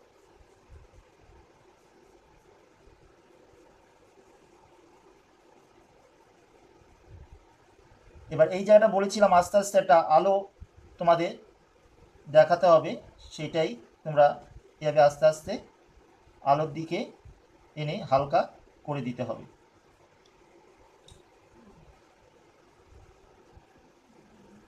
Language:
Bangla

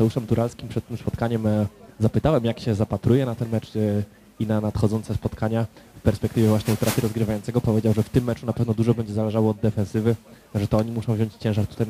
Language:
Polish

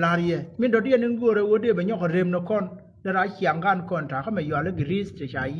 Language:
Nuer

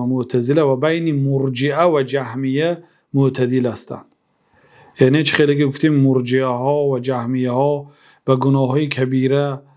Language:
Persian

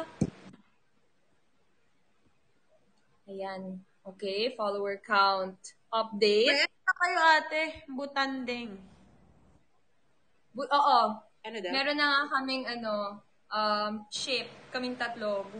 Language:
Filipino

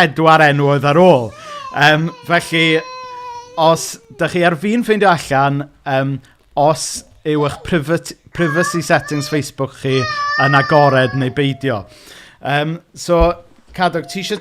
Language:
Welsh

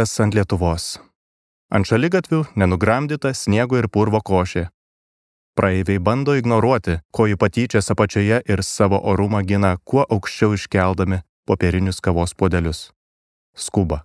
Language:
Lithuanian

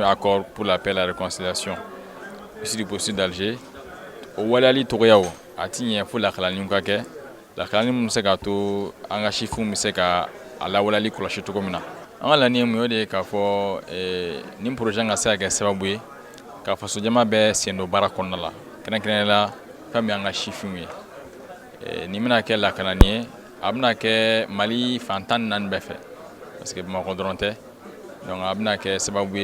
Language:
Bambara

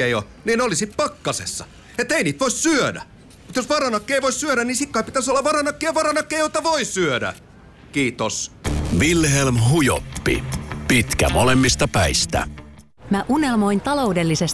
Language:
Finnish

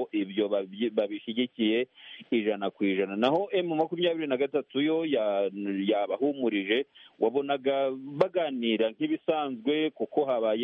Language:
Kinyarwanda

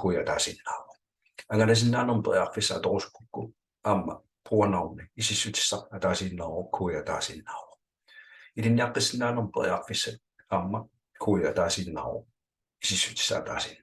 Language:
Kalaallisut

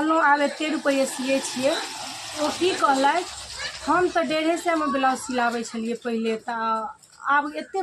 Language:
Maithili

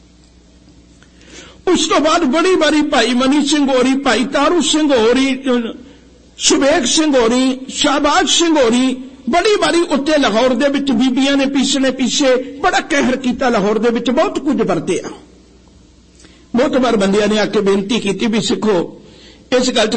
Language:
Punjabi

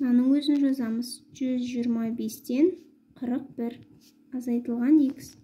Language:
Kazakh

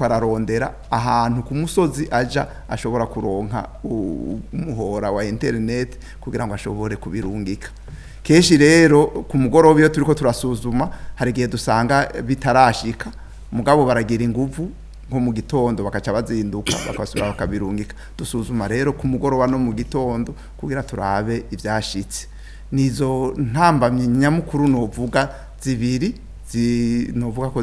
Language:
Rundi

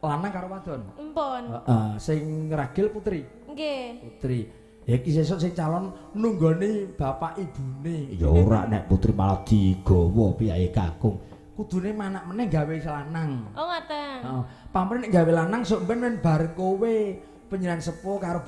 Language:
Javanese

